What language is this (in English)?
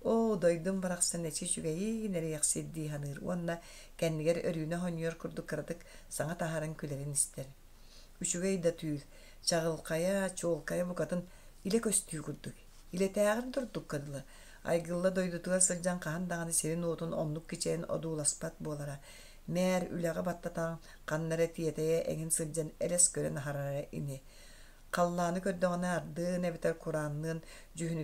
Yakut